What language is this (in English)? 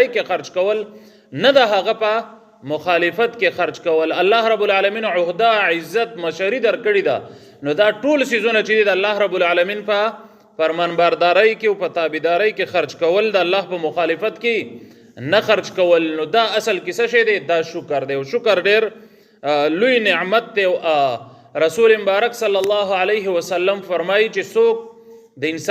Pashto